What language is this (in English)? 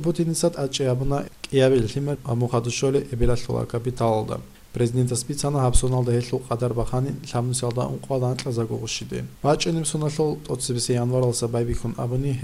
Avaric